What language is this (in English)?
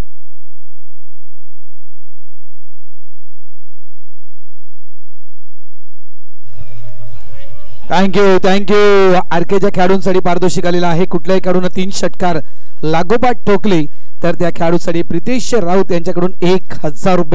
Marathi